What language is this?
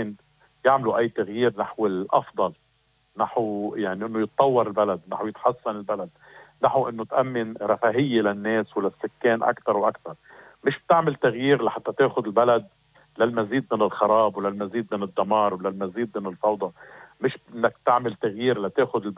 North Levantine Arabic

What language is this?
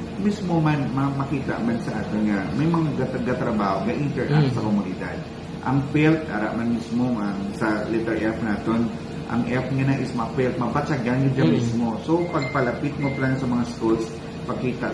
Hiligaynon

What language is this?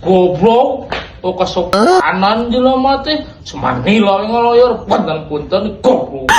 Sundanese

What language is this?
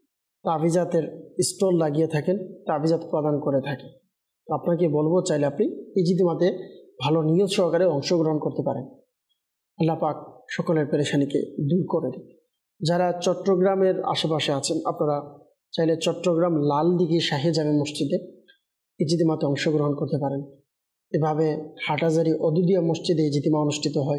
Bangla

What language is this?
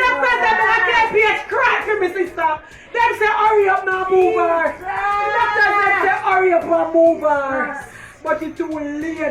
Jamaican Creole English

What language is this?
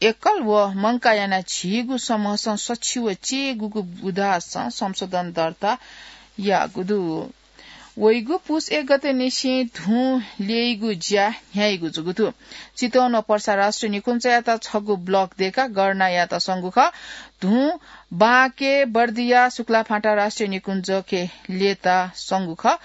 Newari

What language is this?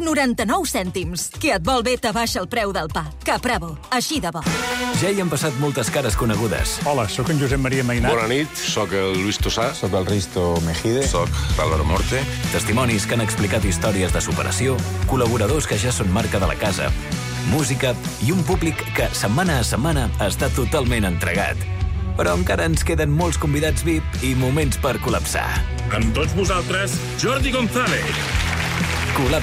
Catalan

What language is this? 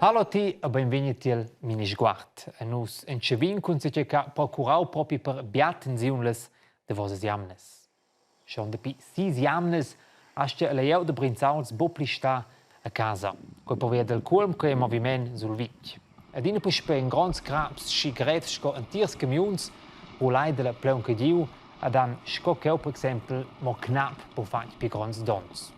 Romansh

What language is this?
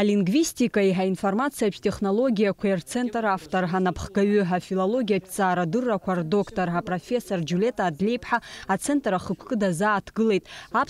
Abkhazian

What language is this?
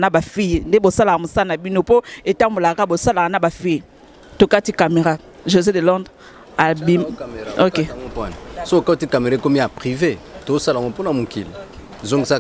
Lingala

